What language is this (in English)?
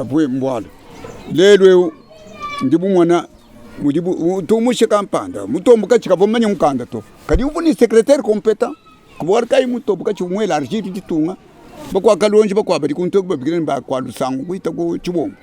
Luba-Lulua